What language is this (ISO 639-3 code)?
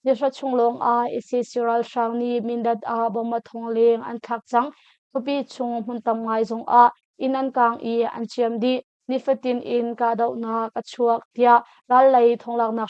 cnh